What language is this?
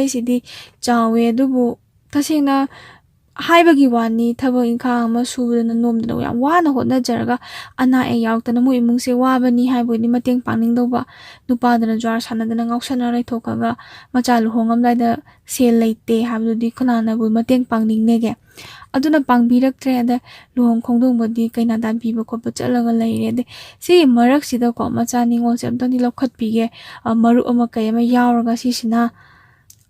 Manipuri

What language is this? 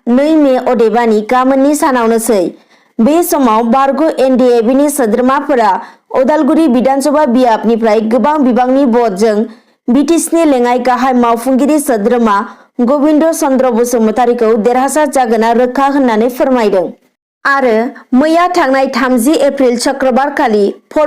Bodo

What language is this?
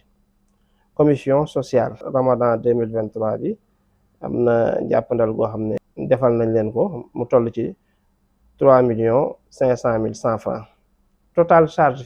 Wolof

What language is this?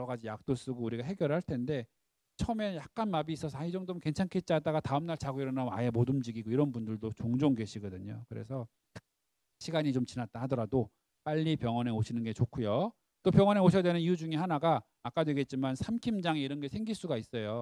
Korean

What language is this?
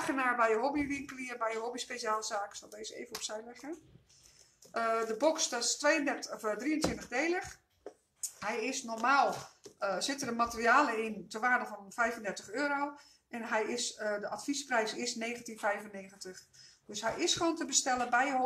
Dutch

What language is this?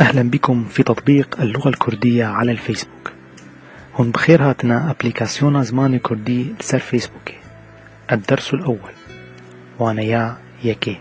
Kurdish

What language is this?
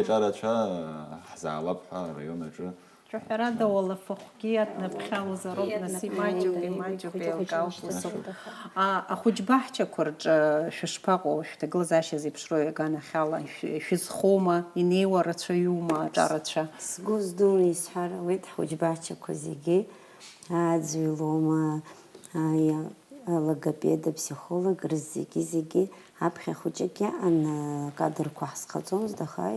Abkhazian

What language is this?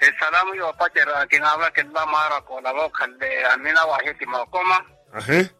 Makhuwa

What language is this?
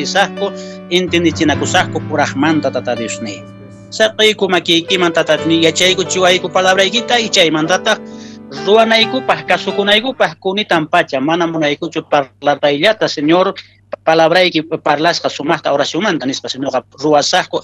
Quechua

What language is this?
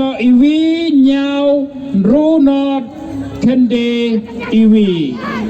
Khasi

